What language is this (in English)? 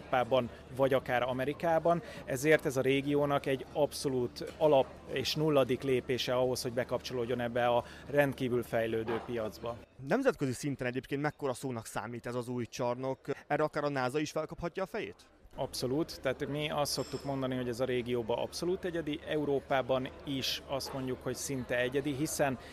Hungarian